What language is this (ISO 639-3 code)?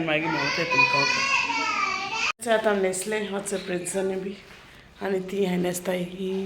kok